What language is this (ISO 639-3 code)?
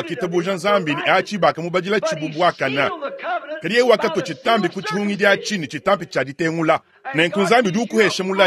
lua